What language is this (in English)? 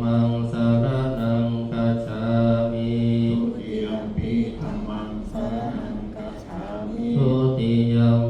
Pali